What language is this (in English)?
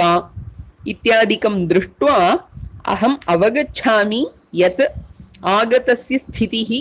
Sanskrit